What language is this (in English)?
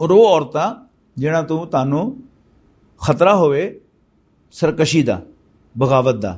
Western Panjabi